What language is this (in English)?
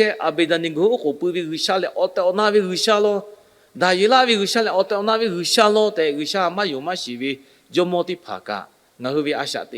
Lahu